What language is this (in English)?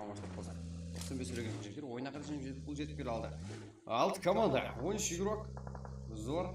Kara-Kalpak